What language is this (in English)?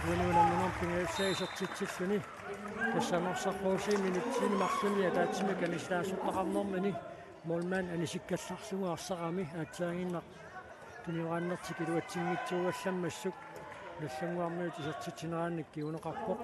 Kalaallisut